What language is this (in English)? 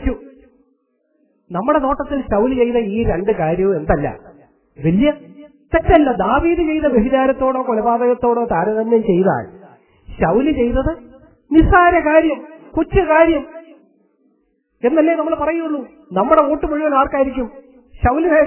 Malayalam